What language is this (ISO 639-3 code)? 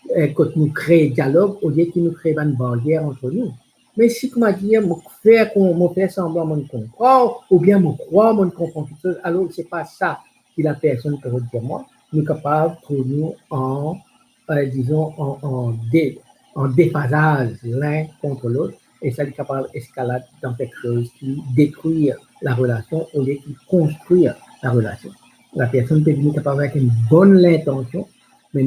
mfe